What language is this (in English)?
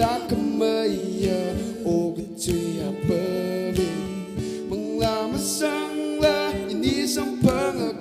Tangkhul Naga (India)